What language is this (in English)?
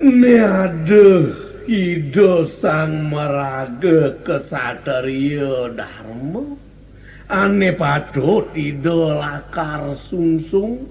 Balinese